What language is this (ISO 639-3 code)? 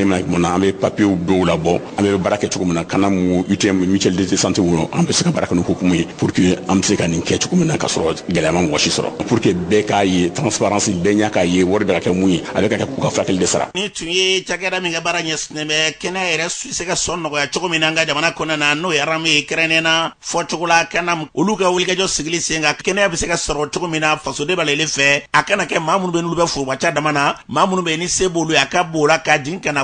bam